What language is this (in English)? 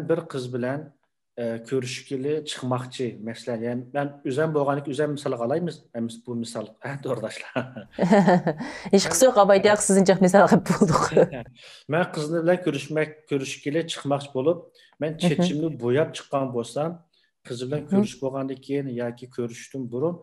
Uyghur